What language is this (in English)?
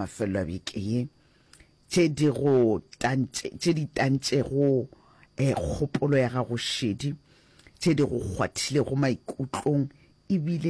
Northern Sotho